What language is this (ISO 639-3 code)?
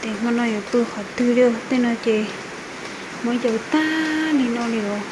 hmn